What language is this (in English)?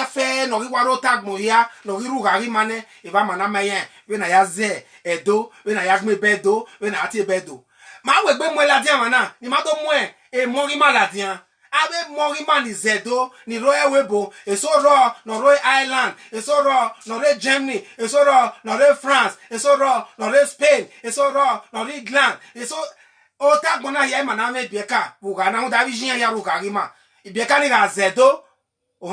Bini